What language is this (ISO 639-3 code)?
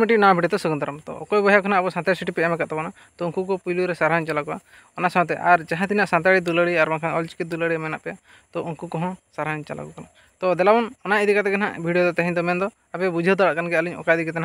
sat